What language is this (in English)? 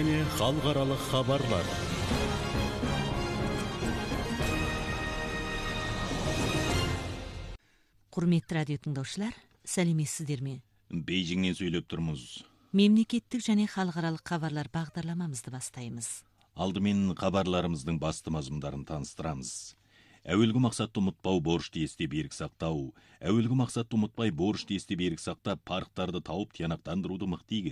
Kazakh